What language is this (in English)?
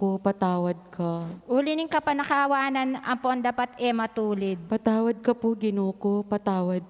Pampanga